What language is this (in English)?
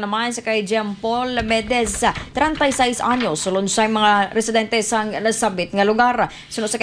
Hiligaynon